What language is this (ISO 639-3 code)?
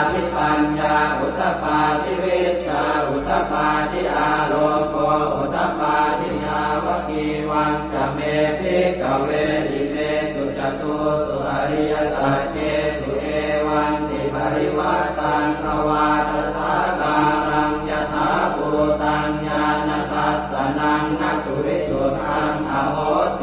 pli